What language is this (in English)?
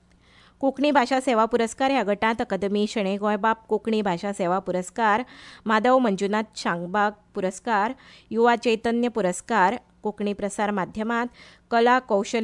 Konkani